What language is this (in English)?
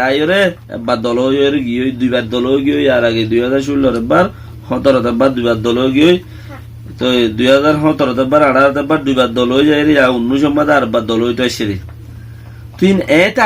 Rohingya